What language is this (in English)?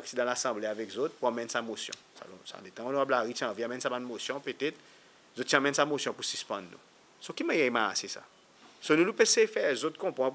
Seselwa Creole French